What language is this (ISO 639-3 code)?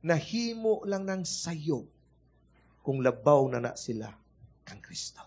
ceb